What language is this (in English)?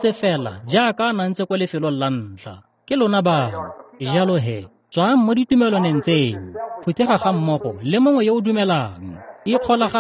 Tswana